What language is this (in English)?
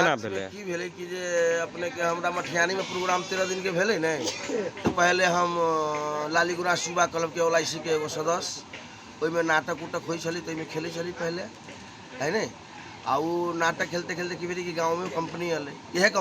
Magahi